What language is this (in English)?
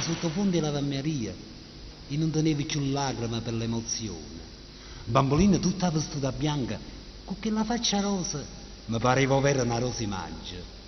Neapolitan